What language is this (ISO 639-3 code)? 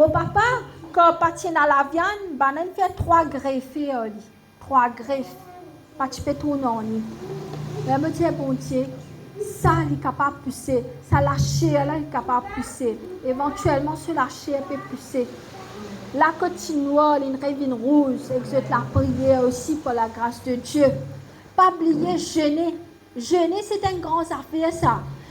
mfe